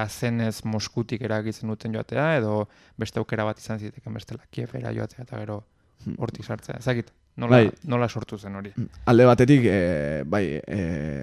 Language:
Basque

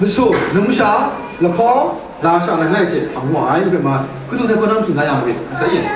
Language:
Kachin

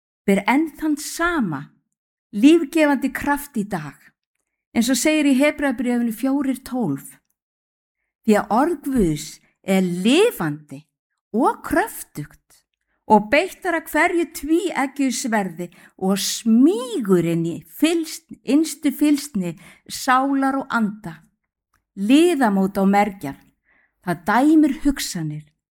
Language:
Icelandic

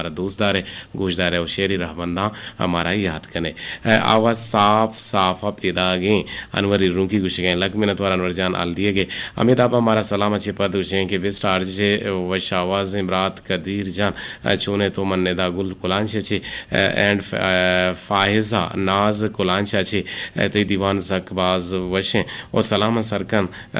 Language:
Eastern Balochi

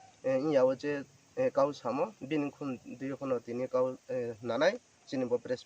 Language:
Riang (India)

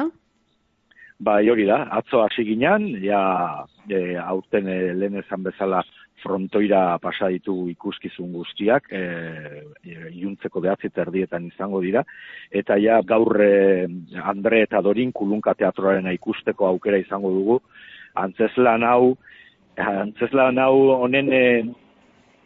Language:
Basque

